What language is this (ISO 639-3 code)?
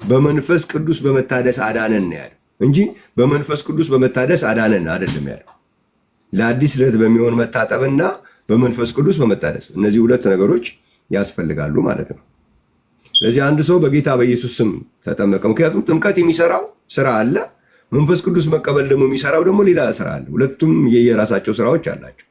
amh